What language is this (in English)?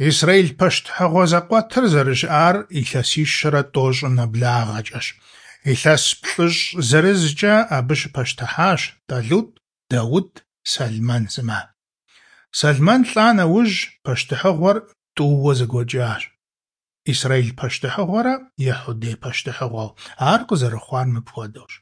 Kabardian